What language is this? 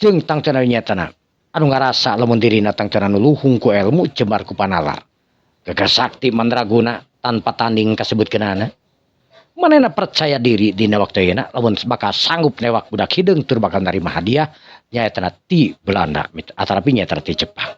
Sundanese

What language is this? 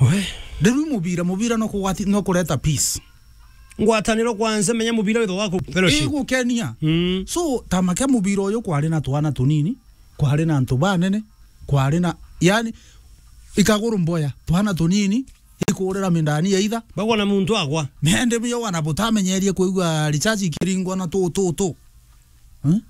Meru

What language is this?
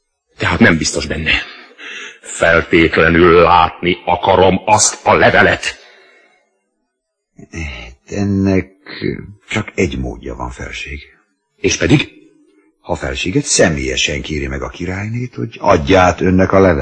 Hungarian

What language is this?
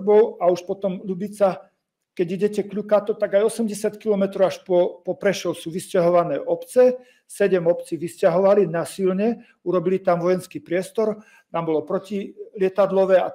Slovak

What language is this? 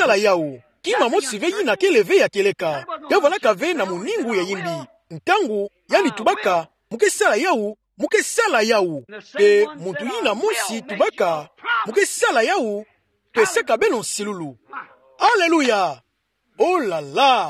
Kituba (Democratic Republic of Congo)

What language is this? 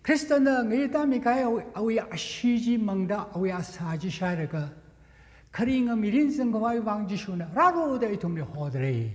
Tangkhul Naga (India)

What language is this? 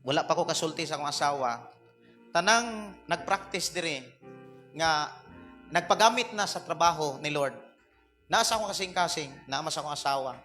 Cebuano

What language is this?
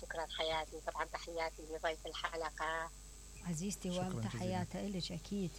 Mesopotamian Arabic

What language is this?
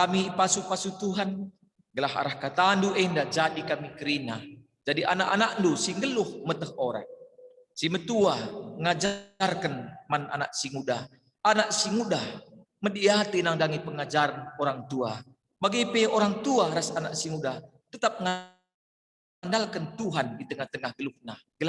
Batak Karo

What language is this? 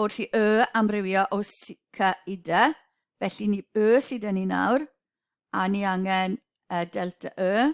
Welsh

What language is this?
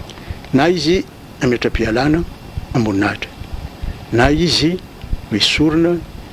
Malagasy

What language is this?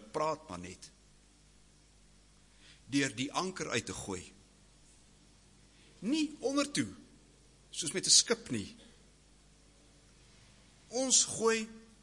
Afrikaans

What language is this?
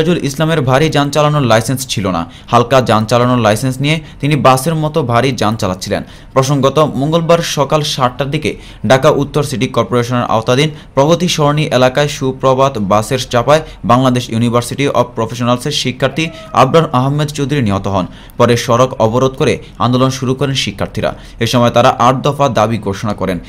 Bangla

